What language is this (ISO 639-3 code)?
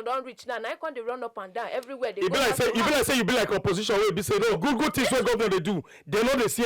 pcm